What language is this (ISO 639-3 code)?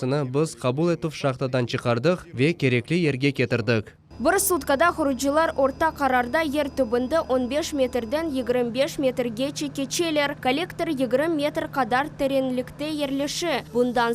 crh